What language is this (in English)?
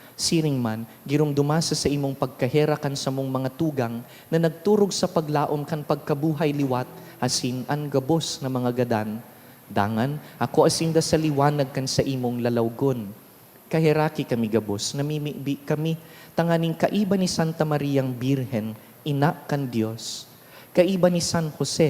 Bikol